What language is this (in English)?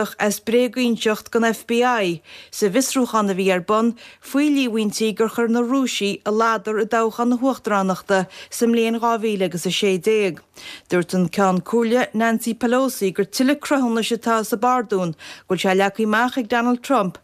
Irish